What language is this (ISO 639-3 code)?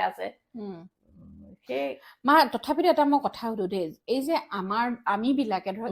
asm